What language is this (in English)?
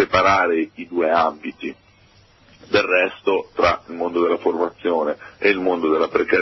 Italian